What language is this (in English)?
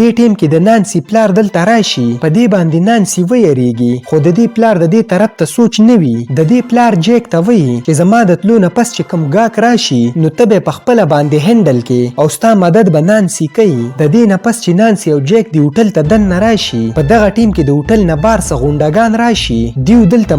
Pashto